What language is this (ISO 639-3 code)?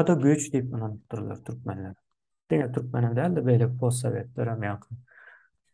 tuk